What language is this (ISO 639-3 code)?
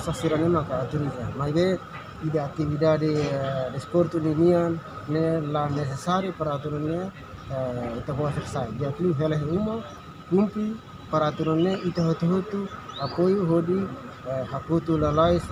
tet